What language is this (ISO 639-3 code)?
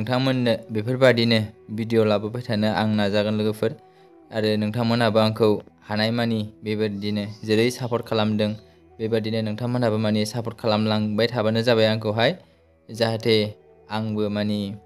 brx